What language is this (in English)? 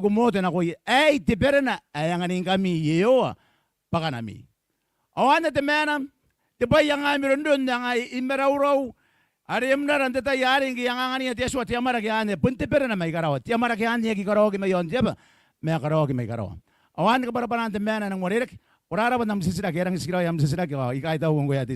Gilbertese